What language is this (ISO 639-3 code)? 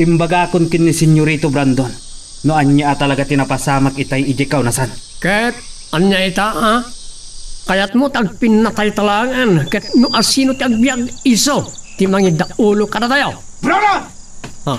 ilo